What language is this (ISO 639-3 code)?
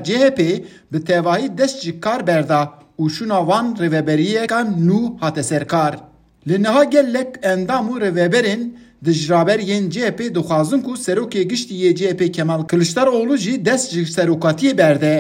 kur